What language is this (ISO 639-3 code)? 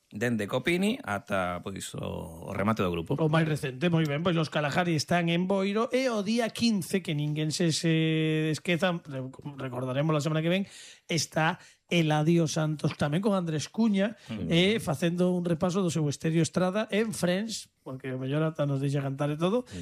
glg